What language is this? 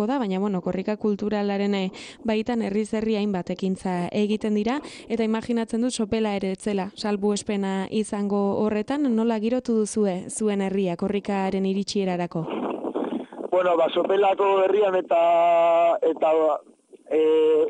Basque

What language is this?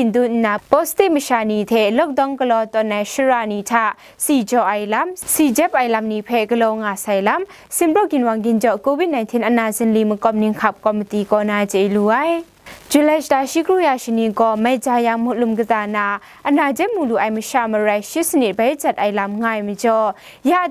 Kachin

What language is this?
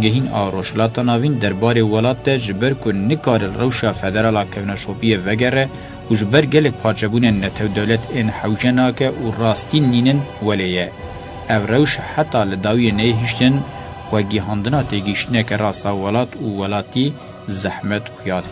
Kurdish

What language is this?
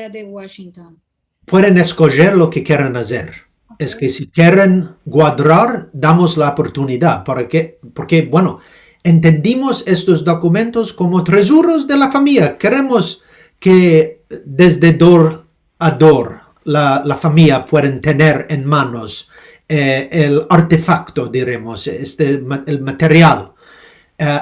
Ladino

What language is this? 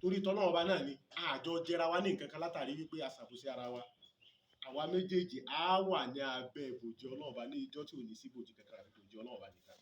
Yoruba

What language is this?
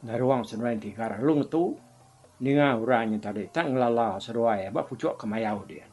Iban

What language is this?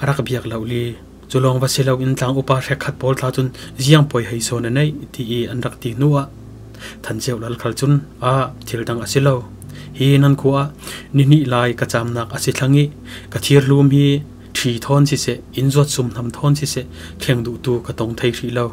Falam Chin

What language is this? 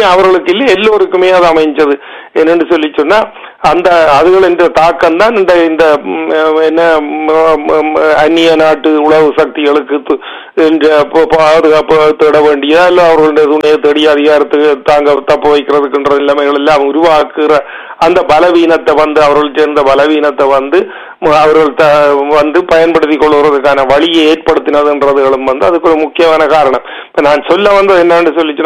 Tamil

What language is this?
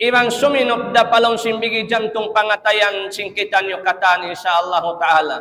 Tausug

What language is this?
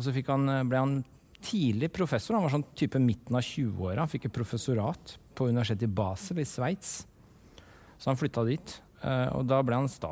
Norwegian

